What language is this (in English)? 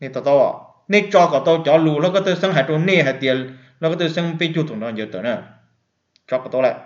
Hmong